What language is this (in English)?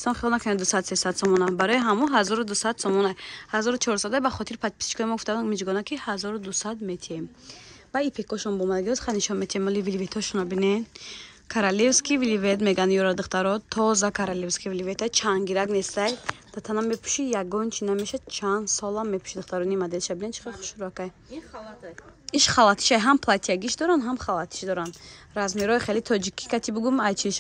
Tajik